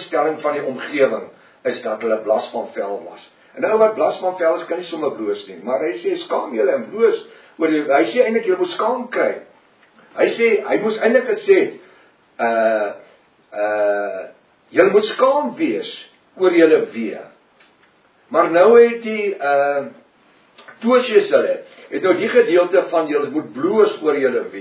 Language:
Afrikaans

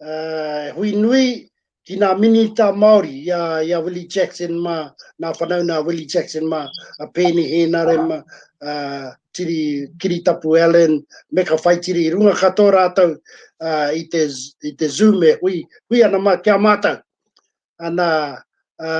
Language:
Māori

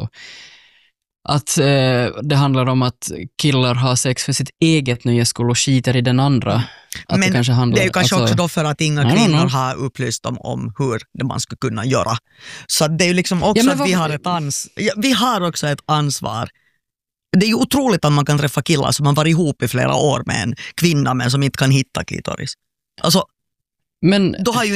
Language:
Swedish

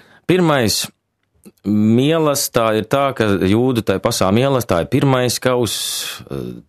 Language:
Latvian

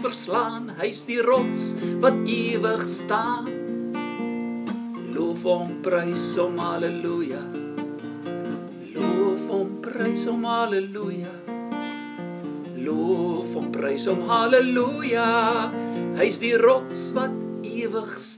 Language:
Afrikaans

